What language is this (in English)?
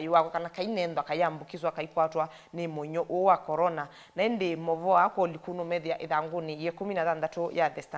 Kamba